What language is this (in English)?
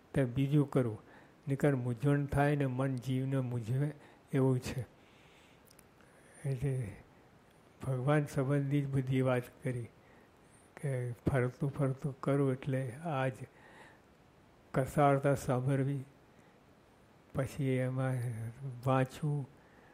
Gujarati